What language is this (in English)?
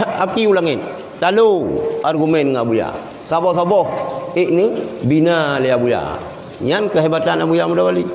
Achinese